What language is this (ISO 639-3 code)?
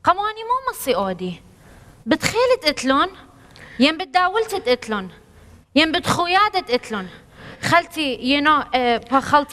aii